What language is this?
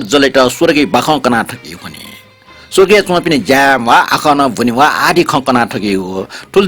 Newari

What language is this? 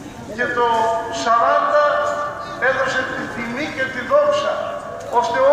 Greek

